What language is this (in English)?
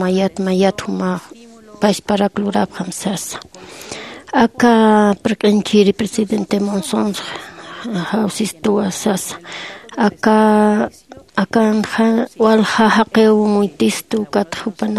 Aymara